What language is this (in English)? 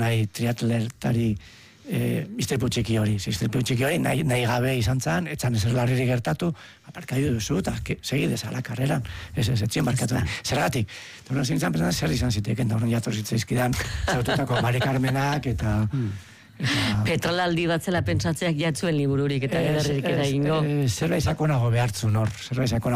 Basque